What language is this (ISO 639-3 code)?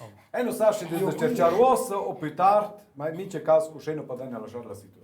roh